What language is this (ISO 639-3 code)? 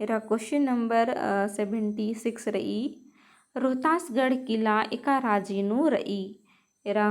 kru